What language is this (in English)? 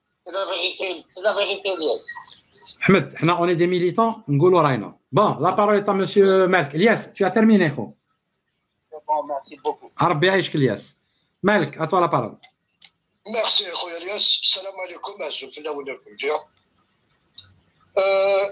Algerian Arabic